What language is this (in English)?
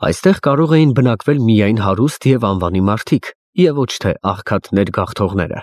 Armenian